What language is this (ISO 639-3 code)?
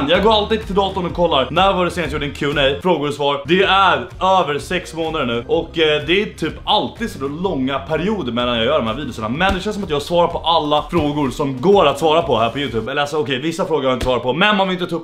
swe